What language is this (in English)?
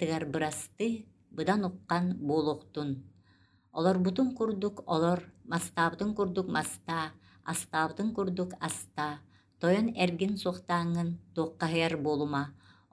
Yakut